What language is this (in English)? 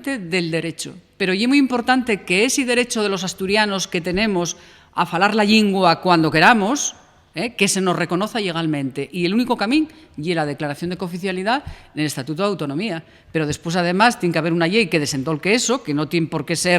Asturian